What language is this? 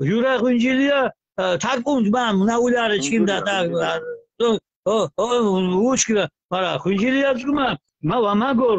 Mingrelian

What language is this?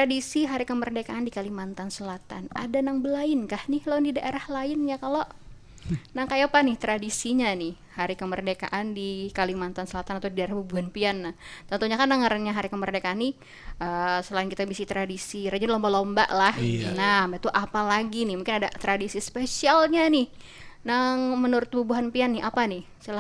Banjar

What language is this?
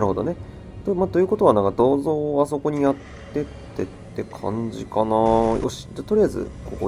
Japanese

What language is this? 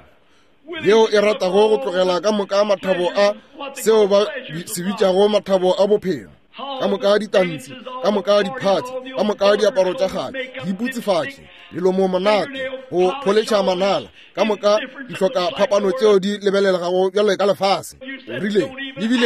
Northern Sotho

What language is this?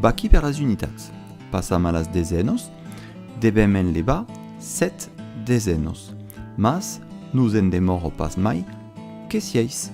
Occitan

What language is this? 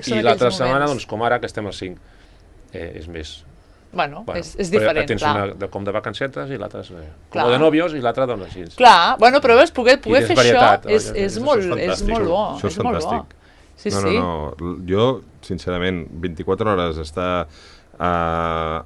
Catalan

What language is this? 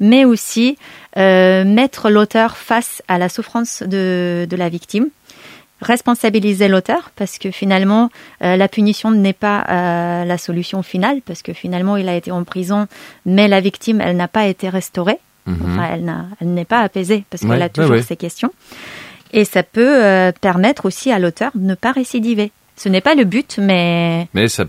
French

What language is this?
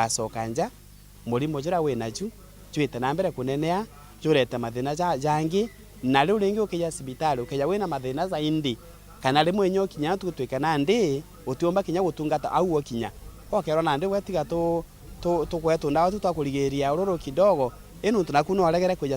Meru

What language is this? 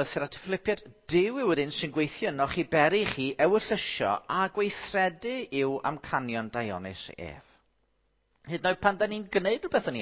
Welsh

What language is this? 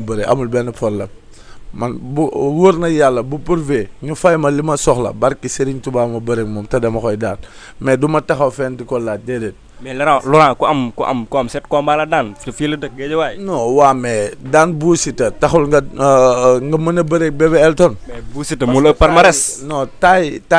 Wolof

